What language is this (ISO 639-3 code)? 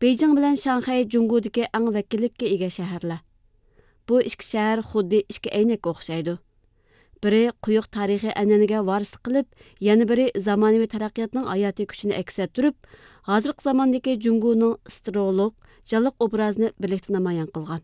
uig